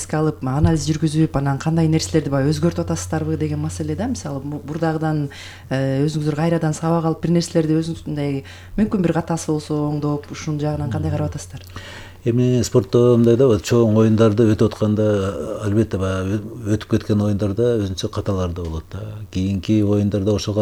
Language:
Kyrgyz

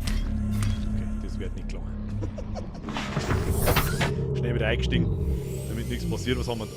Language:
Bavarian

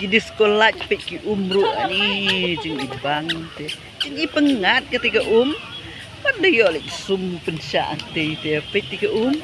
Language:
Khasi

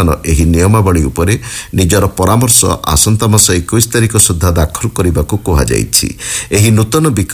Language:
Odia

